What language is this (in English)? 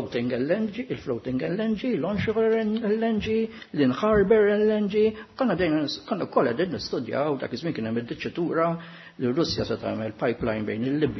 Maltese